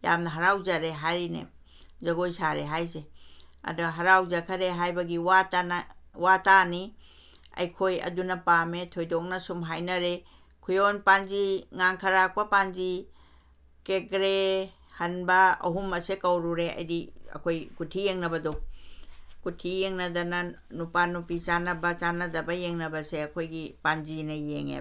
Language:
Manipuri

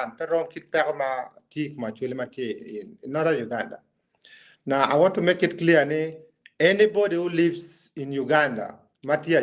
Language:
Acoli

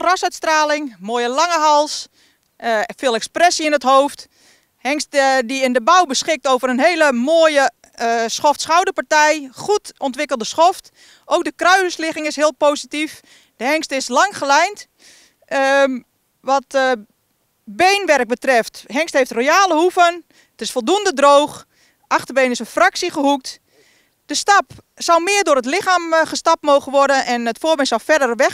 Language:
Dutch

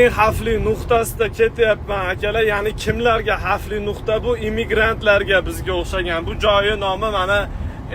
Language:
Uzbek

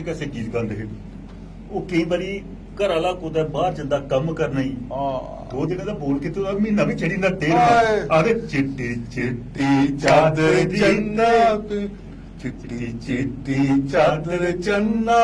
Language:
Dogri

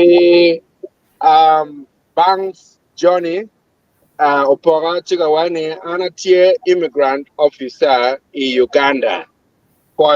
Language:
Acoli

